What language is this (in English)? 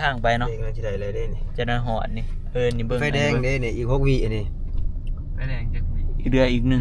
Northeastern Thai